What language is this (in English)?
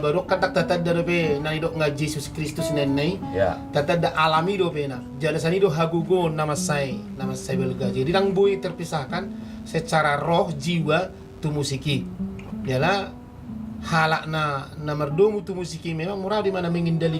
Batak Toba